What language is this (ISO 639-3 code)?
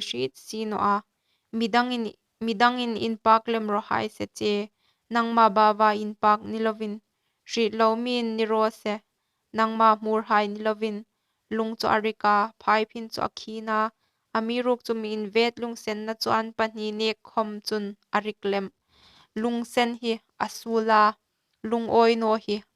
hmr